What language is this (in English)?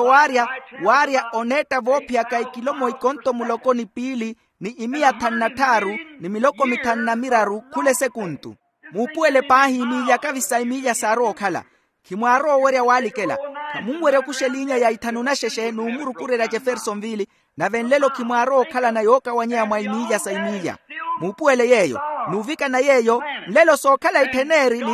Makhuwa